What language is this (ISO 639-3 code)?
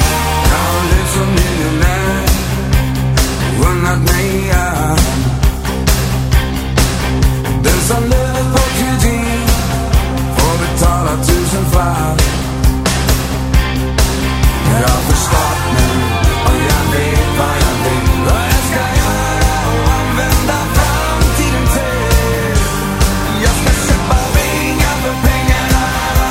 swe